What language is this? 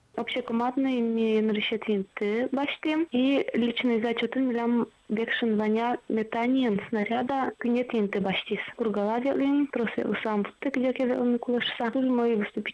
Udmurt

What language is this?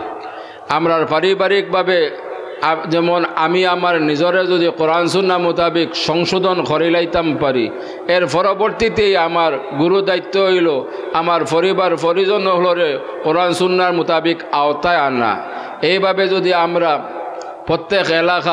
Sylheti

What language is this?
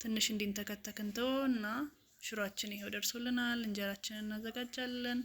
Amharic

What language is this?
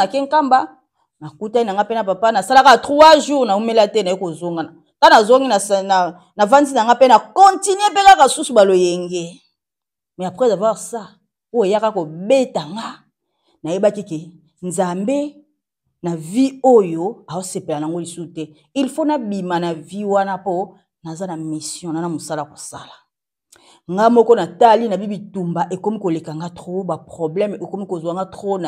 Lingala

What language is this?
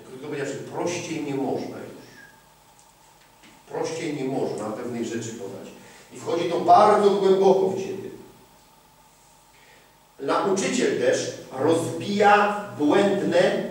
Polish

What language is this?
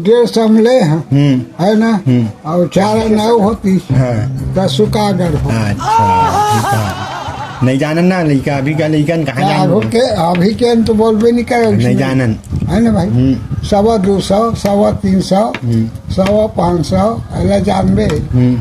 Chhattisgarhi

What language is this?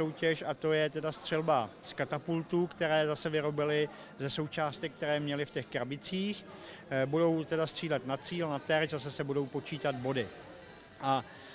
Czech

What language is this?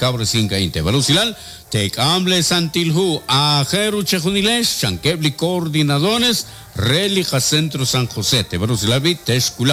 Kekchí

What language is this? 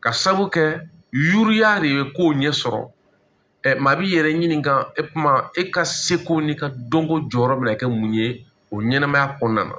Bambara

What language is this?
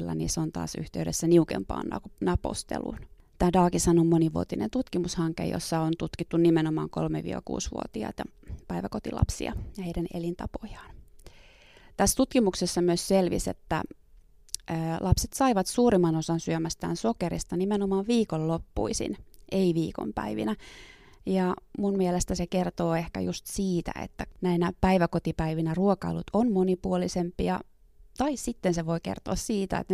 Finnish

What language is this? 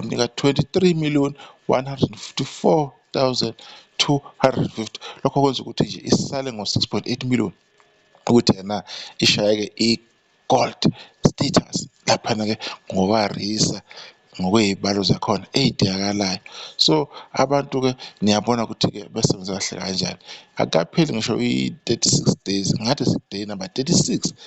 Zulu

